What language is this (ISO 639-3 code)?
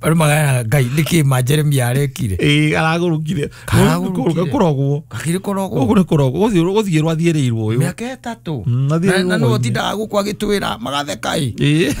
kik